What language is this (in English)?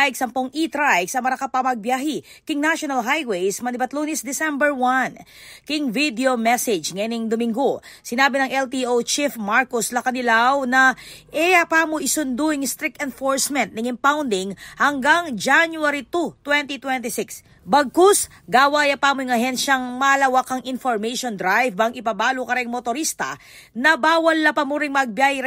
Pampanga